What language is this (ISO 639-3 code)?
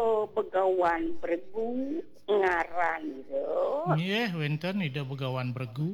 ban